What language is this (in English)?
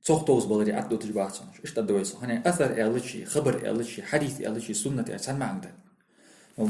Ingush